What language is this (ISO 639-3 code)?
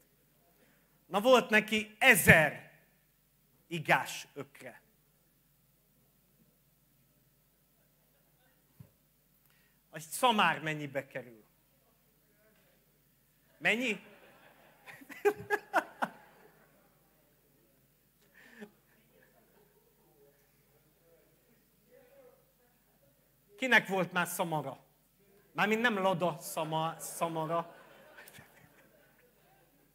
hun